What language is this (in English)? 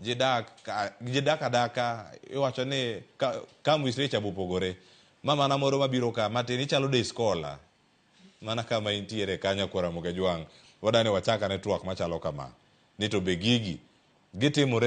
Luo (Kenya and Tanzania)